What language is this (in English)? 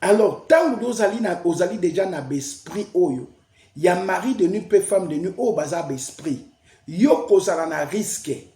Lingala